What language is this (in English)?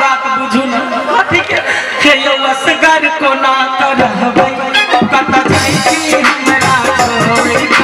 Maithili